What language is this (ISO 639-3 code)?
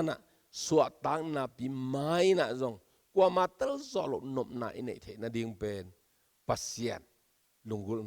ctd